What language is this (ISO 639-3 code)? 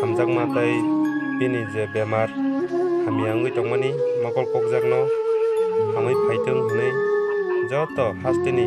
trp